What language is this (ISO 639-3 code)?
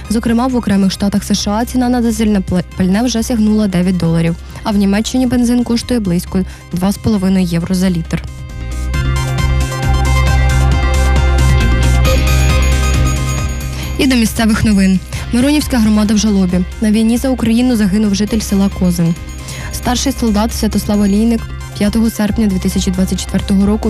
ukr